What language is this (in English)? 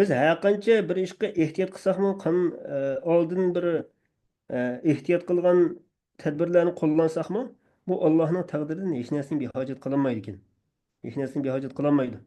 Uyghur